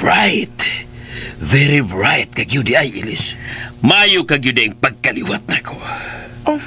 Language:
Cebuano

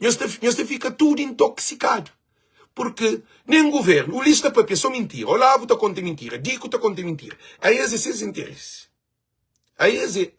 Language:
Kabuverdianu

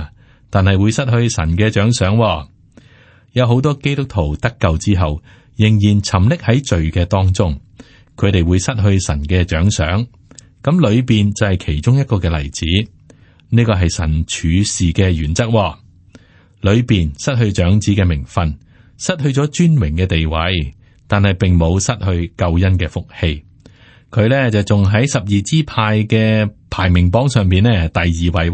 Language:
Cantonese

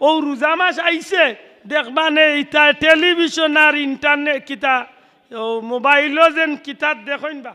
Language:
Sylheti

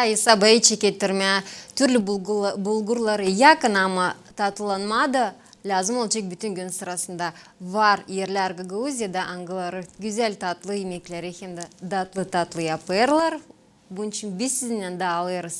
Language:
Gagauz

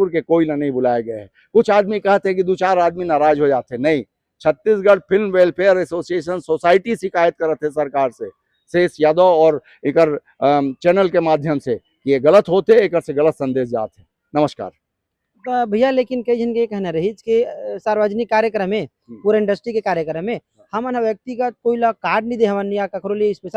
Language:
Chhattisgarhi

